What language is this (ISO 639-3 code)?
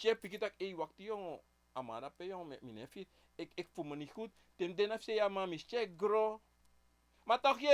srn